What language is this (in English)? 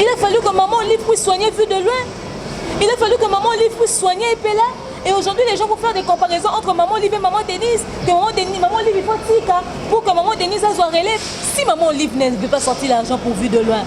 Lingala